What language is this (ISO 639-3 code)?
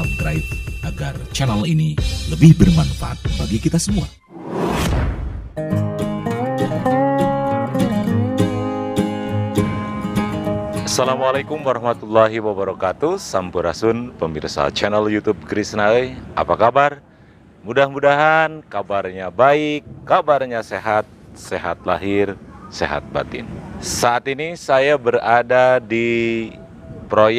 ind